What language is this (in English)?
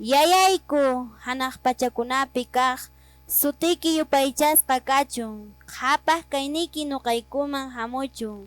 Quechua